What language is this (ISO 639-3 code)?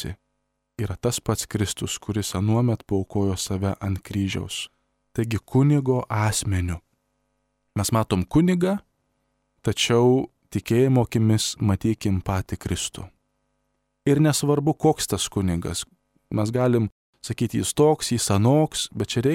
lit